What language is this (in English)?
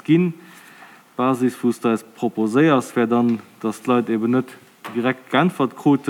Luxembourgish